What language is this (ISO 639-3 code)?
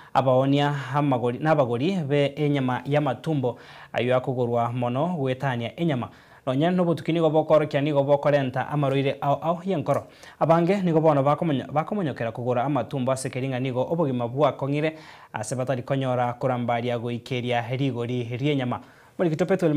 guz